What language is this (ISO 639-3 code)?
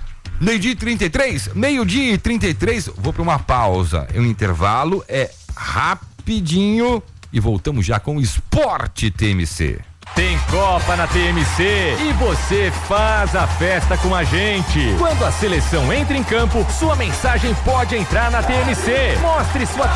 por